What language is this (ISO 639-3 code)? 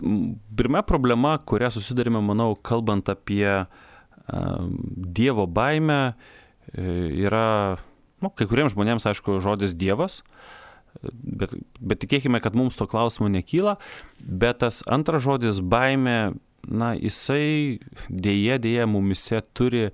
lit